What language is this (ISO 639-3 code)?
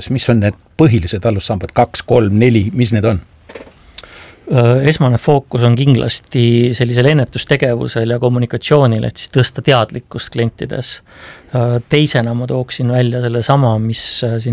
est